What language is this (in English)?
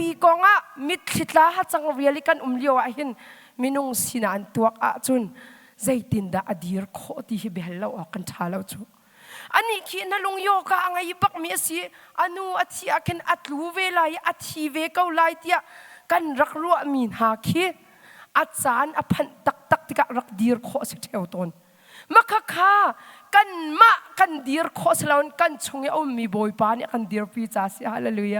Hakha Chin